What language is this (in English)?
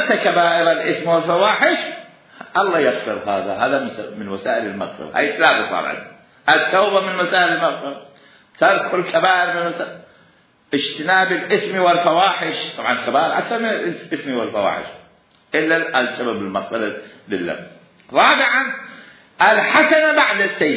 Mesopotamian Arabic